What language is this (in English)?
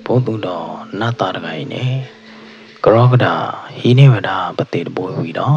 S'gaw Karen